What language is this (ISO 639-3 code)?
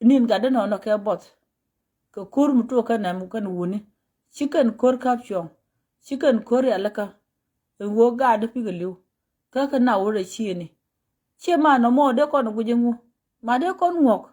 nus